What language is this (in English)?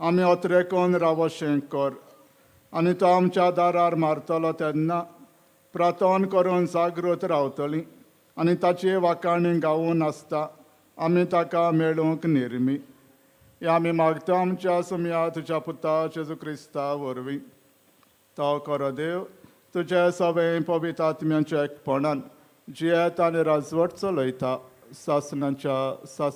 Konkani